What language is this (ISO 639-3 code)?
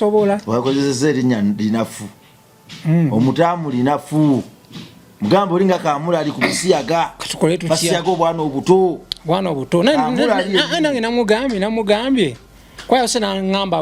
lug